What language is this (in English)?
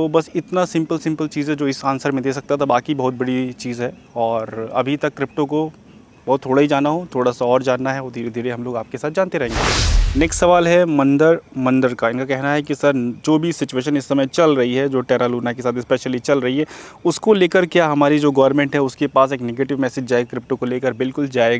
Hindi